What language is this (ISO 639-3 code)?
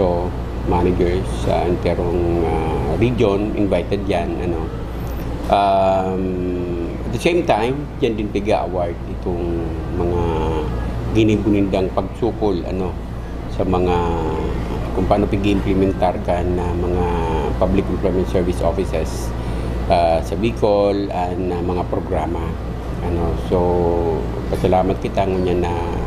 bik